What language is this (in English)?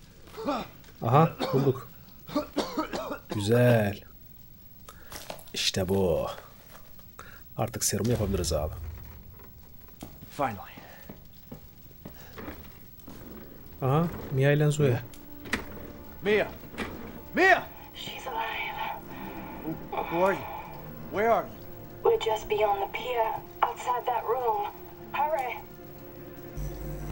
Turkish